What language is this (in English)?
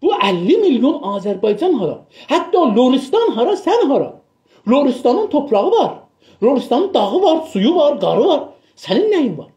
South Azerbaijani